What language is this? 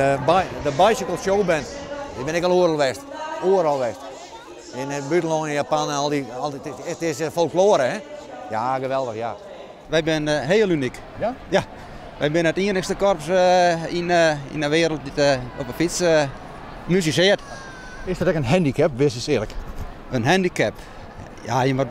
Western Frisian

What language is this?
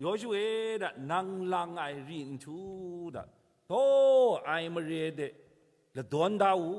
Kachin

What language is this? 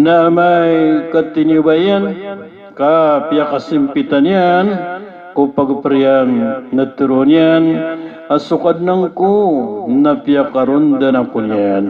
Maranao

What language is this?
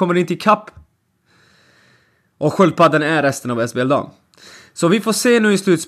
Swedish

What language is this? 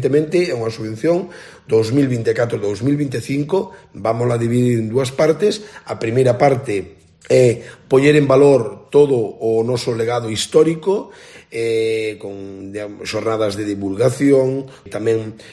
Galician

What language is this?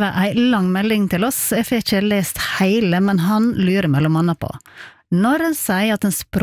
Norwegian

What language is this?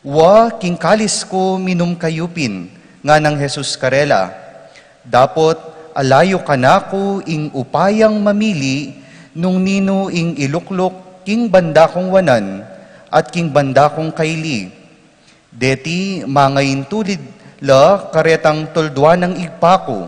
Pampanga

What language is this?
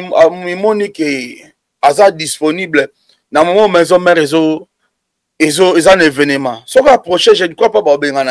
Lingala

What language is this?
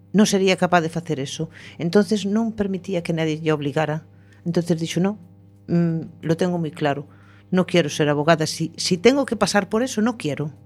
Galician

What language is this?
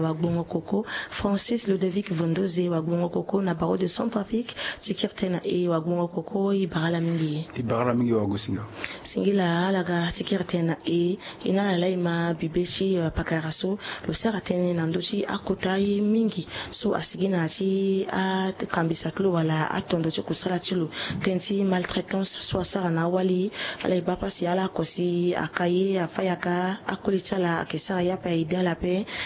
Sango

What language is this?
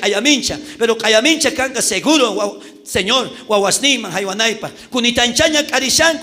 South Bolivian Quechua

